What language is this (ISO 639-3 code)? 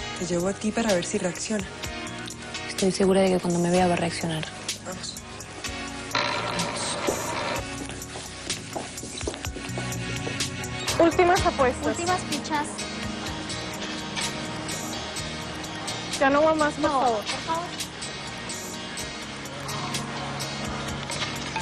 spa